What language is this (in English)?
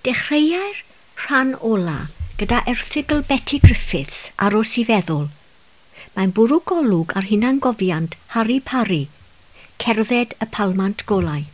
Welsh